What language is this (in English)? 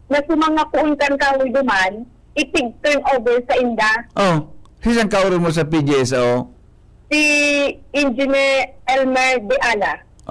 Bikol